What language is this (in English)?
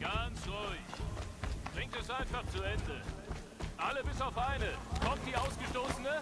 Swiss German